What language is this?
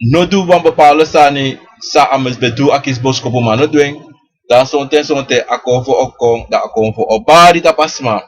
Sranan Tongo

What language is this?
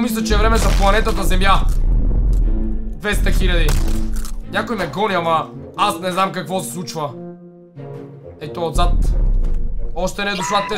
Bulgarian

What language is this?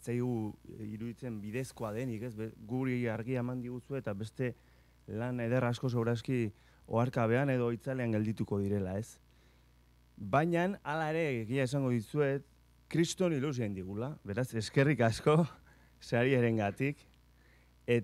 Basque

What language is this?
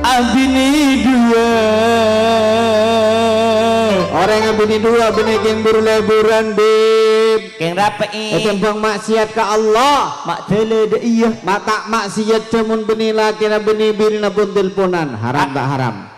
Madurese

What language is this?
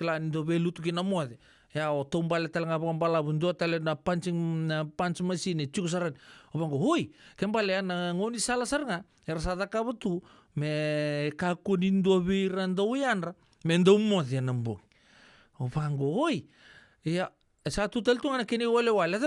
Fijian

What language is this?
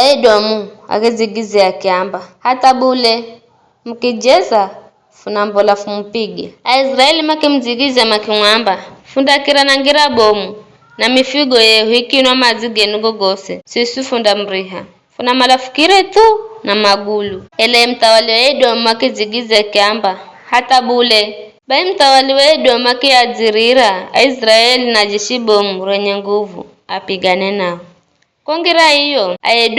Giryama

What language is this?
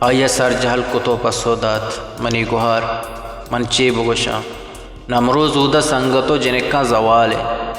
Baluchi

